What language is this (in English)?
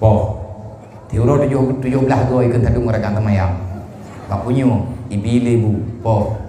Achinese